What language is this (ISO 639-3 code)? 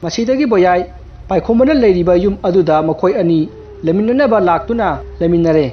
mni